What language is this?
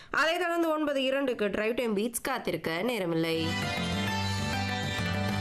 Tamil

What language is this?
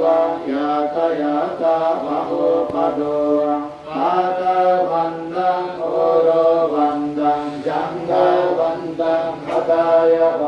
Pali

